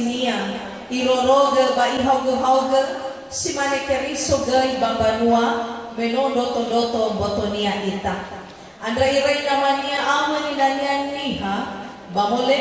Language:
Nias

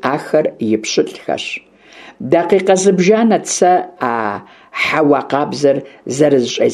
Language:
Kabardian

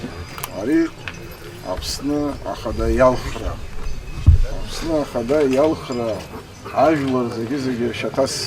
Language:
Abkhazian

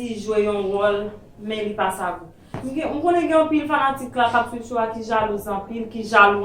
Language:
Haitian Creole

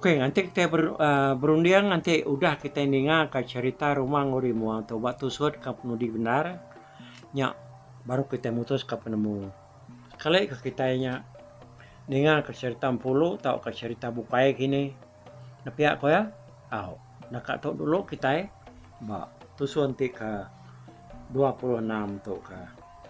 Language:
Iban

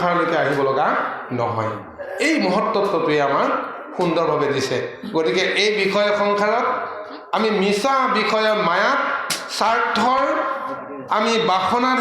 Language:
Assamese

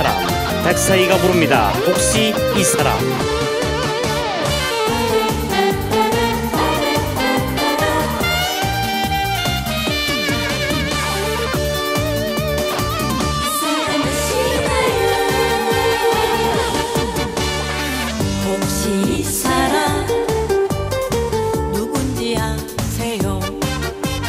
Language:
Korean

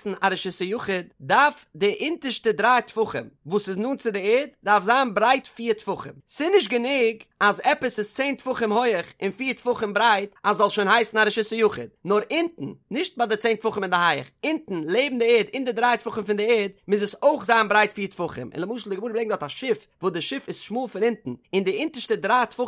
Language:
Yiddish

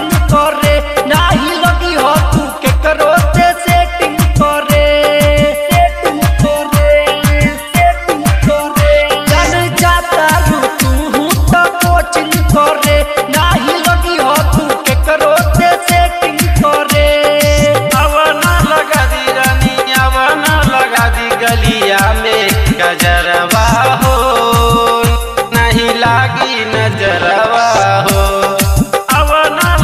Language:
Bhojpuri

